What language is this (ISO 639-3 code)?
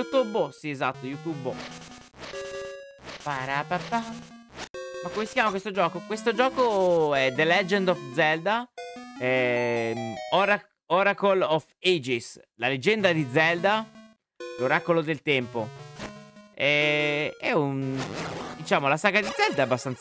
ita